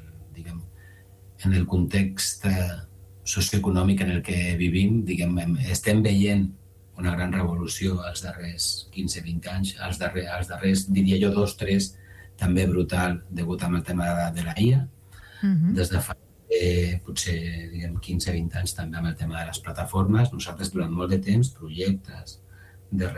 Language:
Catalan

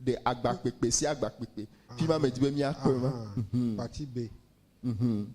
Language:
Ewe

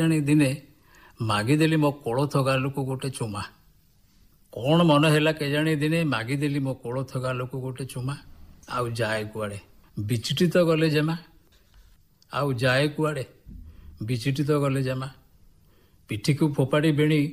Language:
Odia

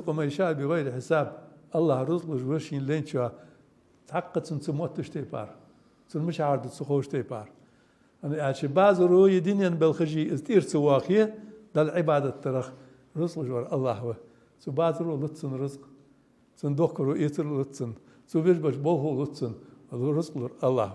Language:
Ingush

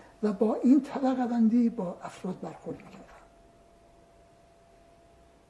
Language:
Persian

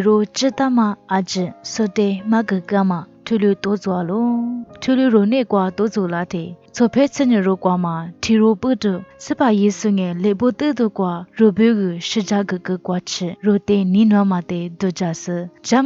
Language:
Lisu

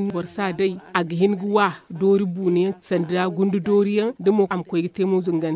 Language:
Zarma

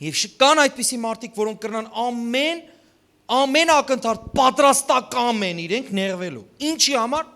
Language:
Western Armenian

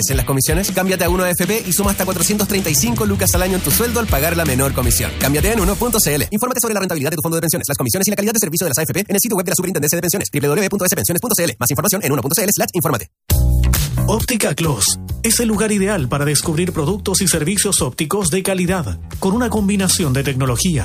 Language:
Spanish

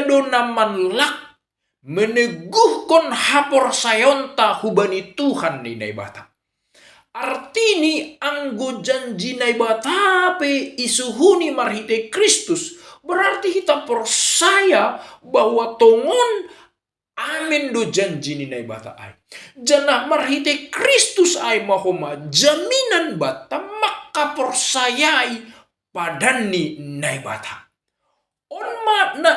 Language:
Batak Simalungun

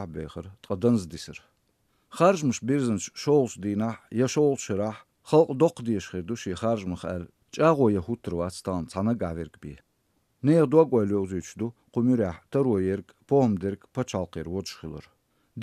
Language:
Chechen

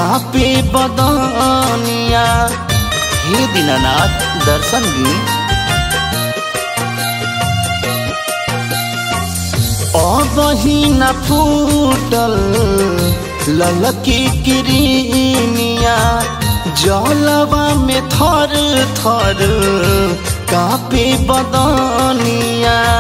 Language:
Bhojpuri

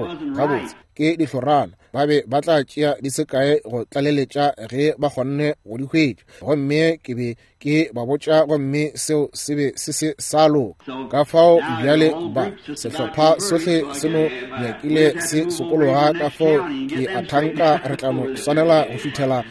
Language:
Northern Sotho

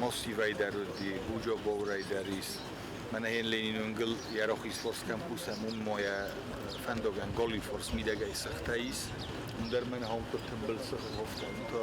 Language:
Ossetic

